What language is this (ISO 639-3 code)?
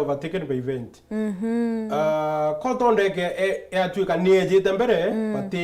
mer